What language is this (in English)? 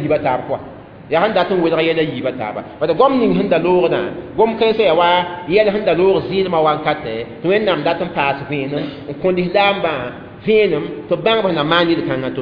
Mossi